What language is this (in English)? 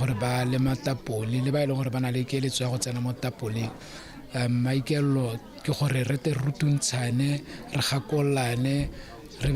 Tswana